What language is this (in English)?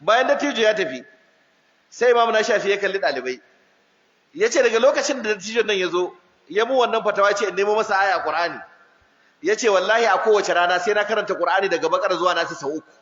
Hausa